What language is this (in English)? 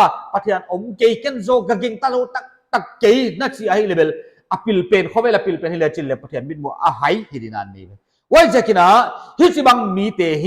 Paite Chin